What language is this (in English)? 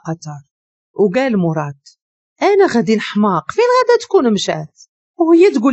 Moroccan Arabic